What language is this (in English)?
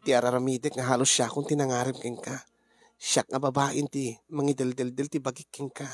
Iloko